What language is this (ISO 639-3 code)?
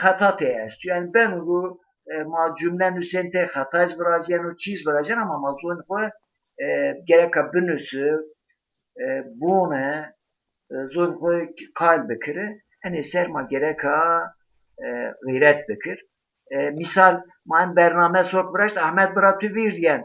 zza